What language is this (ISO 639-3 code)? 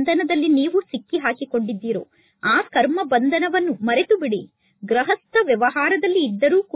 kan